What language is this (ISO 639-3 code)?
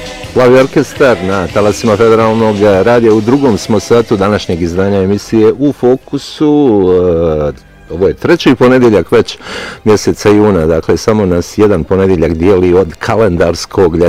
bos